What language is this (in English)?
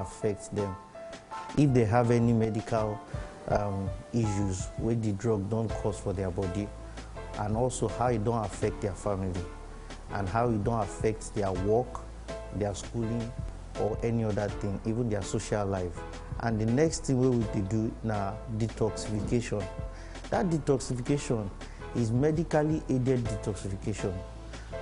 Nigerian Pidgin